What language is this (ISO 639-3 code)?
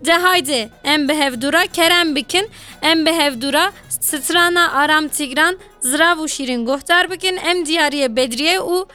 kur